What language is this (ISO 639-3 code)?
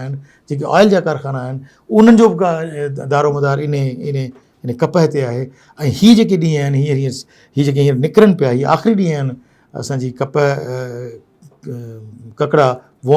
snd